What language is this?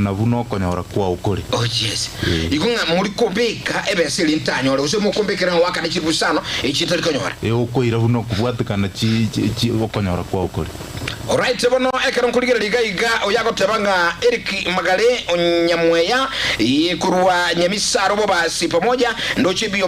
Gusii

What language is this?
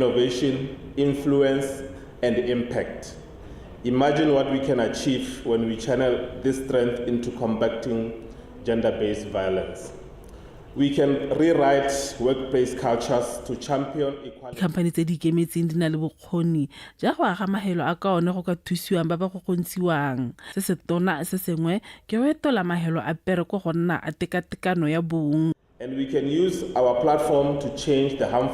Tswana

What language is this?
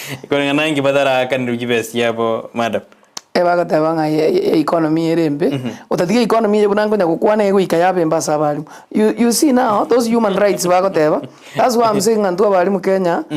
Gusii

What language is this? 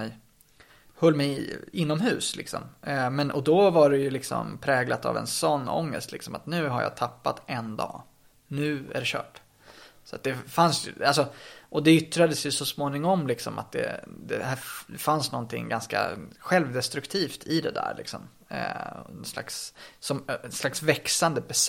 Swedish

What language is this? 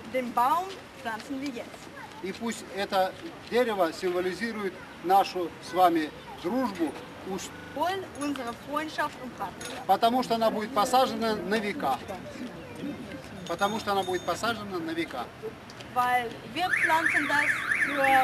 Russian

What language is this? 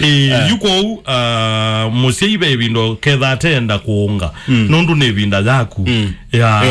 Kamba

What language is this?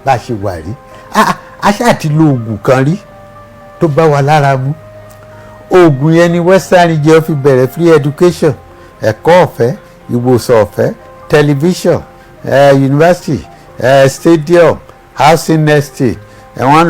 Yoruba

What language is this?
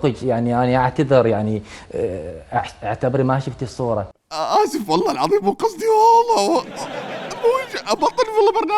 Mesopotamian Arabic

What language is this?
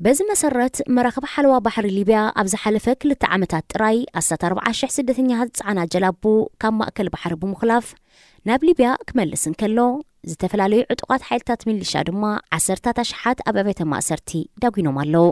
Tigrinya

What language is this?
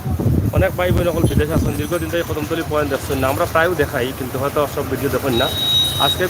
Sylheti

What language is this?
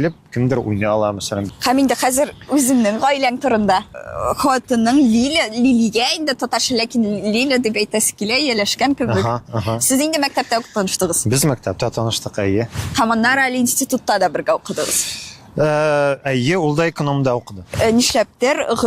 Tatar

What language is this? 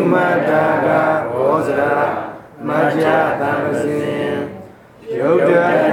Burmese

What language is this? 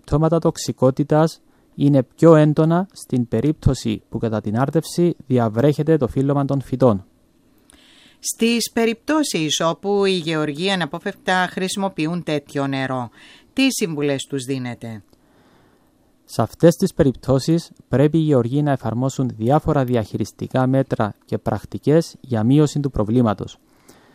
Greek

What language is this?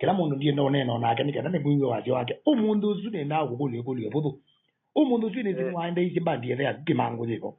Kamba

